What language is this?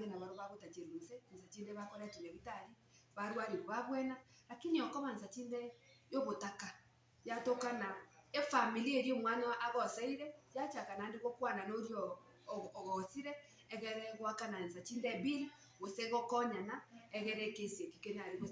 Gusii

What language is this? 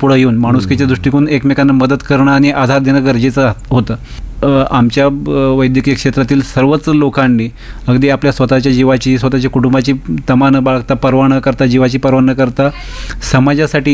Marathi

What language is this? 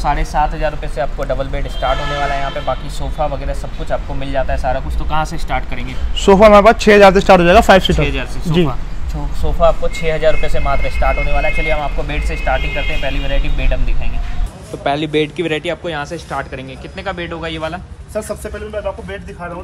Hindi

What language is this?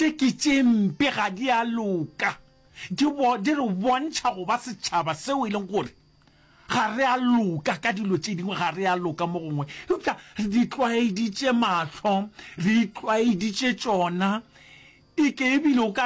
Northern Sotho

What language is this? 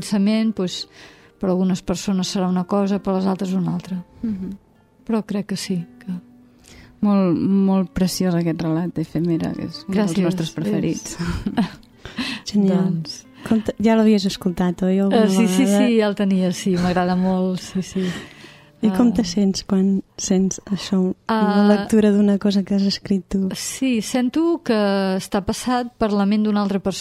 Catalan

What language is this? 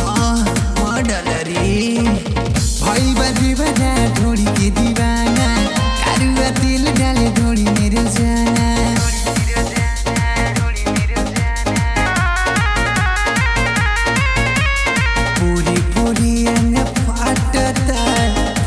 Bhojpuri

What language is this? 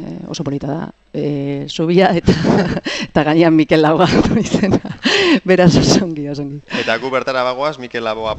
Basque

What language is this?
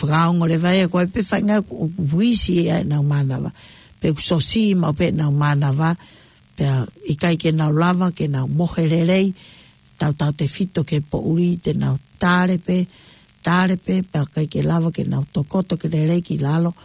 Tongan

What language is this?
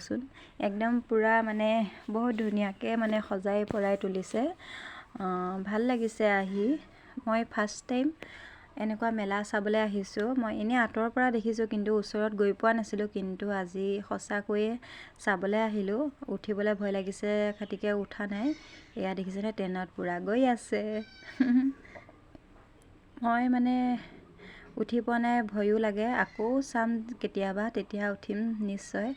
Assamese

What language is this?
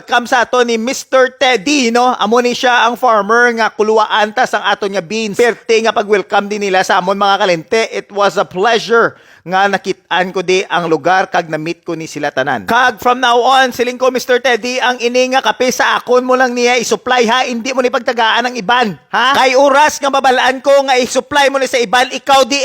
Hiligaynon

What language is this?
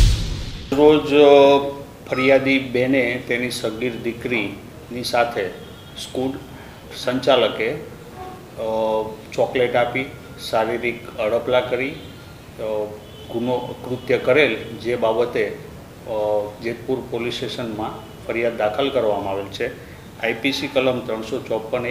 Gujarati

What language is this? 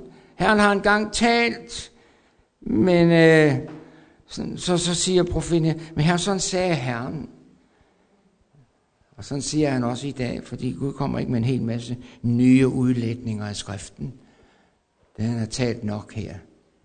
Danish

